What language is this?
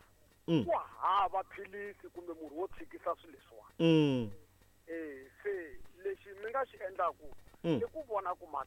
Tsonga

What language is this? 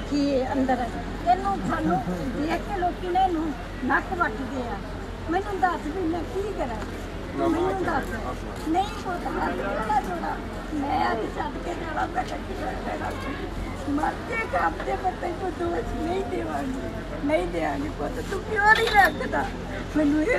Punjabi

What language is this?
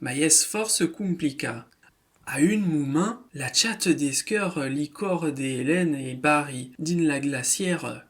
Occitan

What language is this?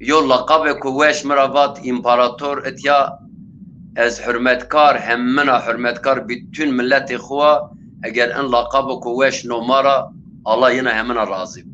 Zaza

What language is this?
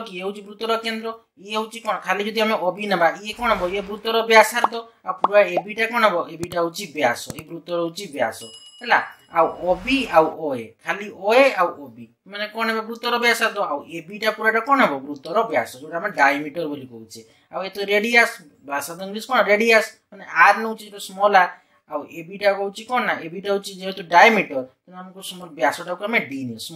Odia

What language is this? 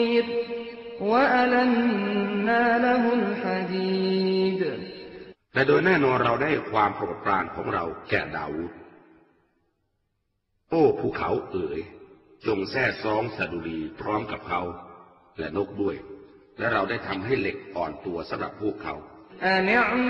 Thai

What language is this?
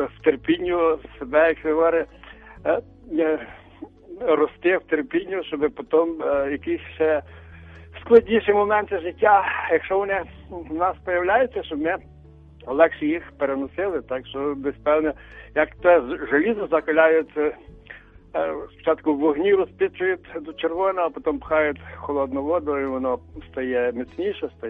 Ukrainian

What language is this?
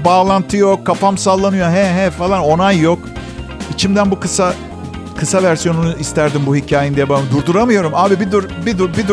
Turkish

